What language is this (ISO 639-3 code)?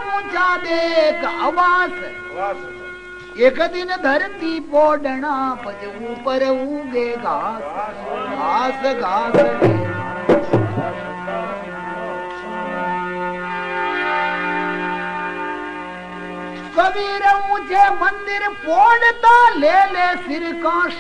hin